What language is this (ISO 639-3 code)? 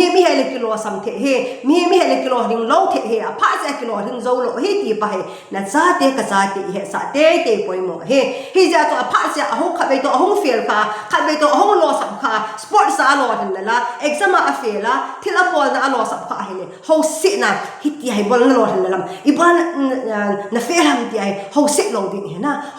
tcz